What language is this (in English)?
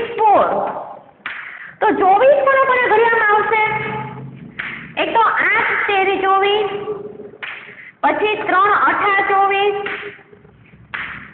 Gujarati